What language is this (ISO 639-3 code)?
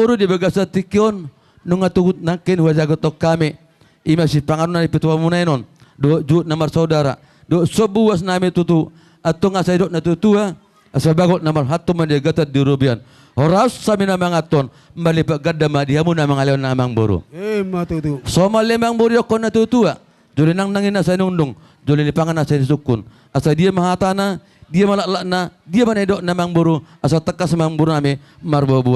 bbc